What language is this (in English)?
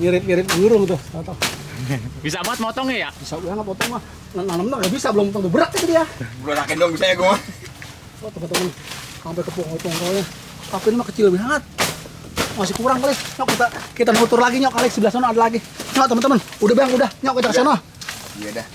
Betawi